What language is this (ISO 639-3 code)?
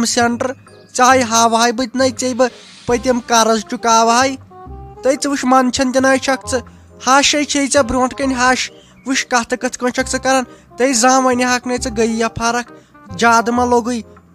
kas